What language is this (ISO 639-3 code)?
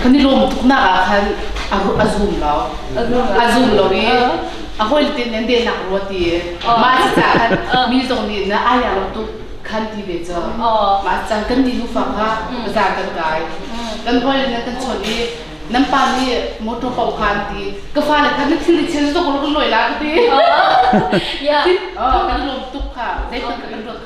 cnh